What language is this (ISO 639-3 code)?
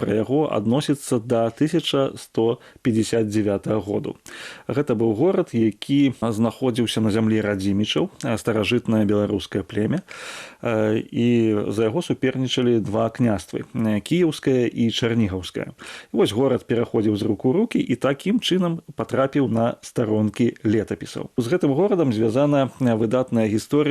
bel